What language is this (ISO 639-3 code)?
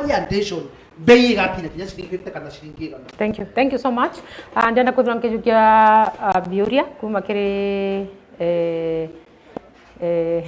mer